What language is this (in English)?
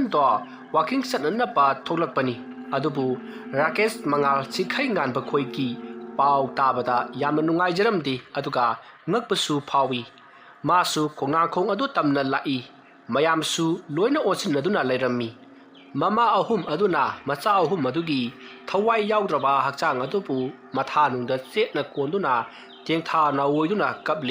Manipuri